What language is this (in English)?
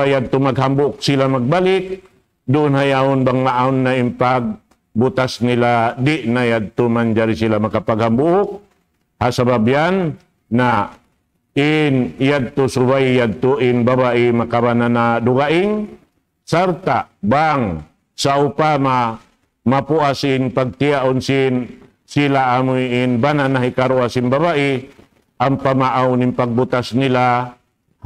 Tausug